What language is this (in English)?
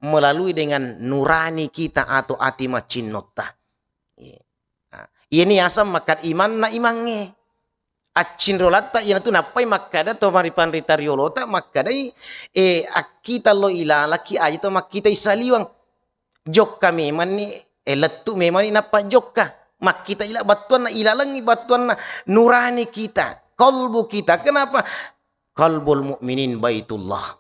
Buginese